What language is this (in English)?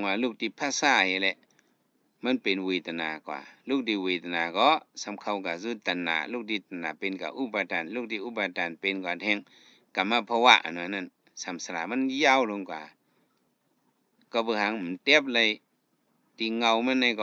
Shan